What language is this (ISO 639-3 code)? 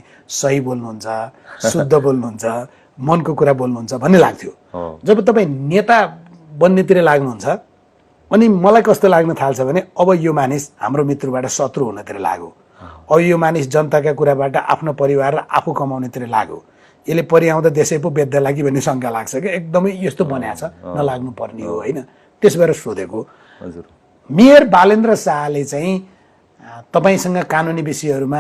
nep